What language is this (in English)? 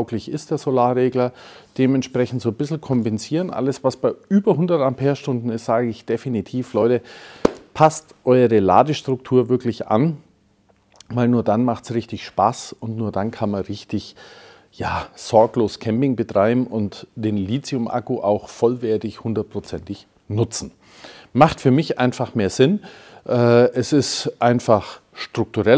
German